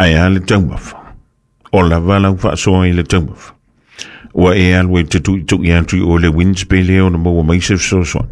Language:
Samoan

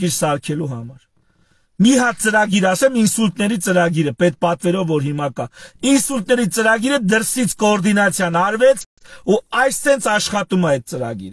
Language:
Armenian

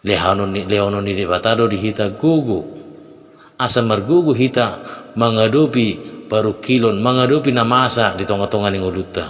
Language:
Batak Toba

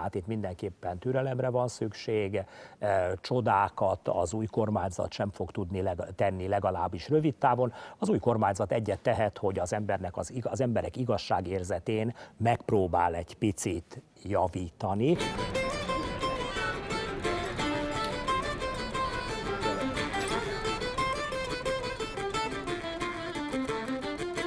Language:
Hungarian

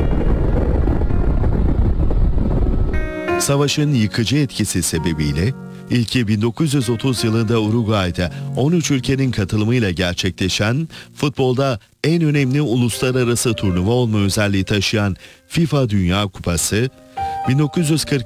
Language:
Turkish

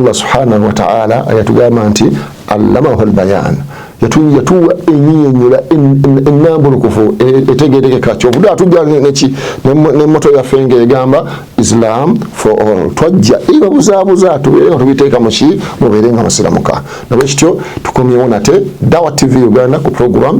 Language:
Ganda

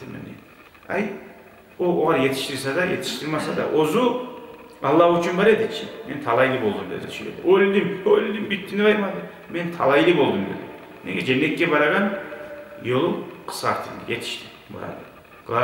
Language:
Kumyk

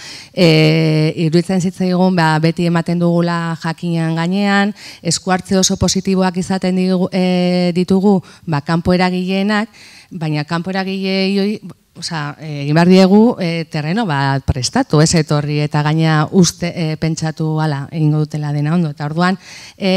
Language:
Basque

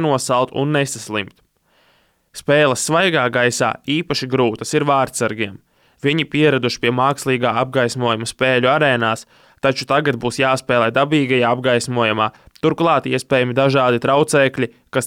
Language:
Latvian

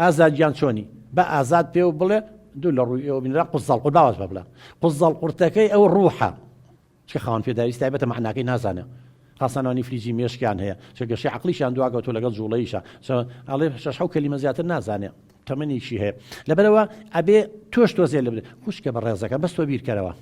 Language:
Central Kurdish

